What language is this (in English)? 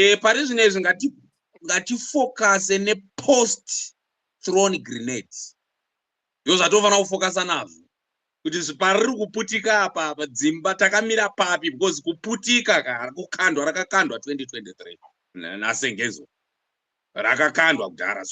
Shona